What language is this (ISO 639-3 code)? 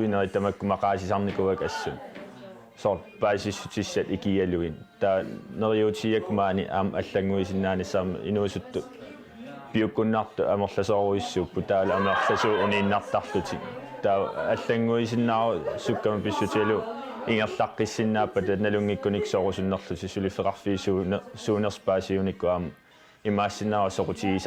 kal